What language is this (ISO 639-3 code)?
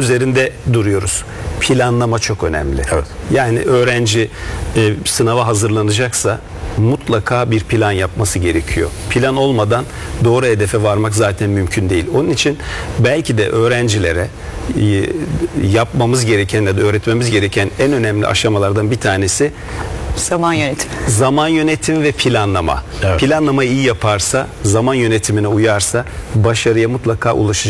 tur